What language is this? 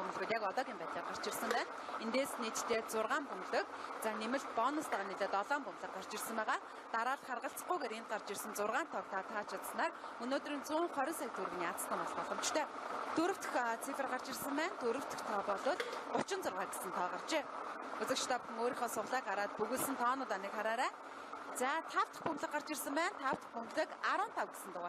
Mongolian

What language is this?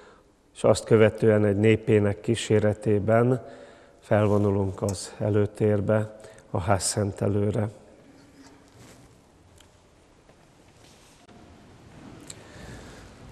Hungarian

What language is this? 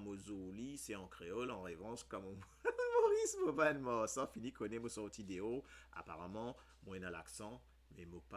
Morisyen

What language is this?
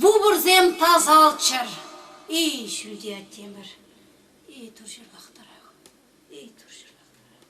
Chuvash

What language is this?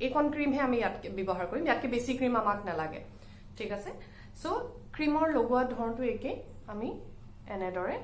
Assamese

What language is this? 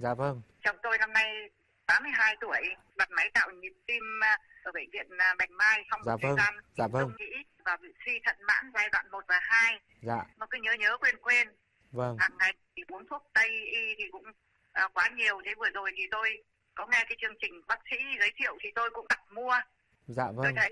Vietnamese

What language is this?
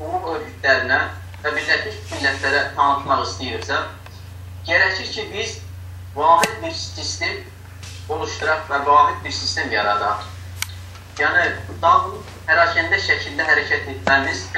South Azerbaijani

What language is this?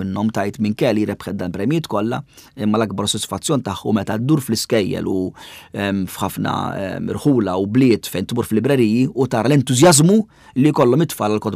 Maltese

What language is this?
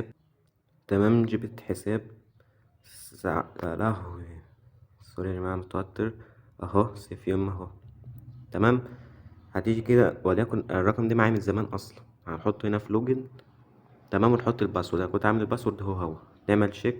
Egyptian Arabic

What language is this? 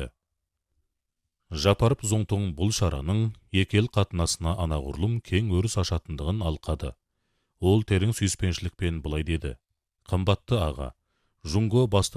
Kazakh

